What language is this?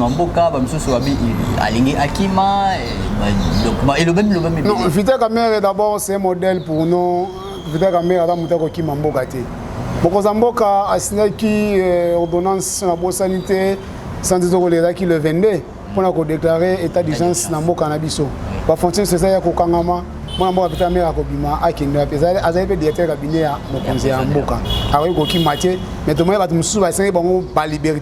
Lingala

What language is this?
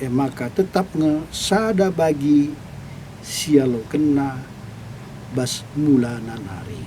Batak Karo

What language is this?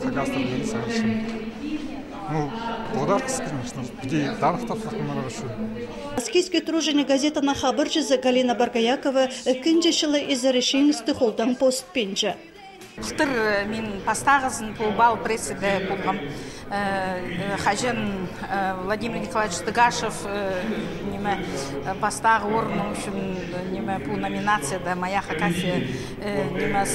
Khakas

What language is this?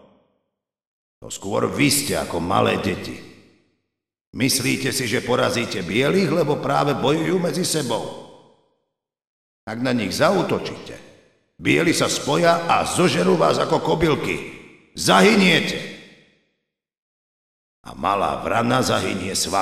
Slovak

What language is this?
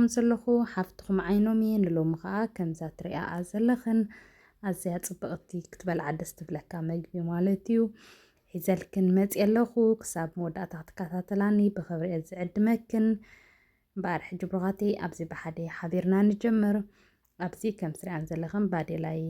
Tigrinya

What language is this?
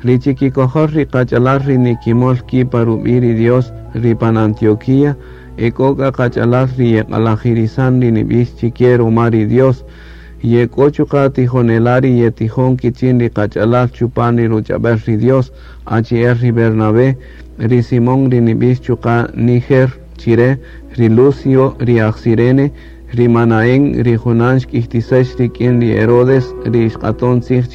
Kaqchikel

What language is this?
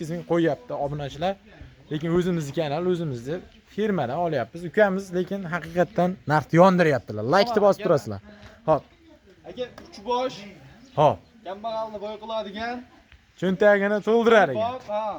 Uzbek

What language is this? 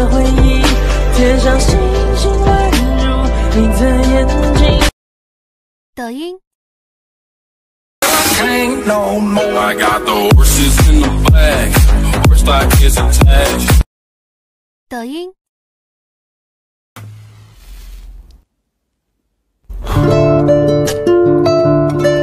Chinese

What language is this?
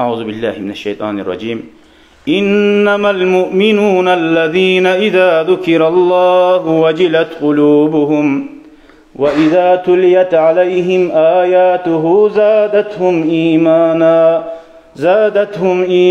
Kumyk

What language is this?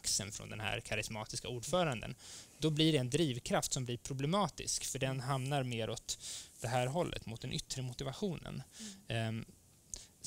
Swedish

